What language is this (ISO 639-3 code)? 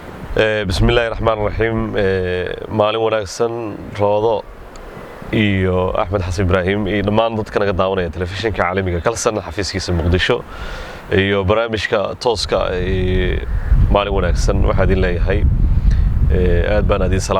som